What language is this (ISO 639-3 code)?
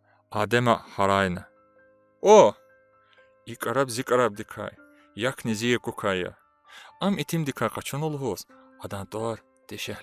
lez